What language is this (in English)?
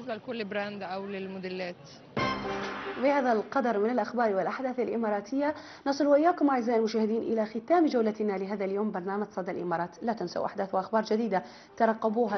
Arabic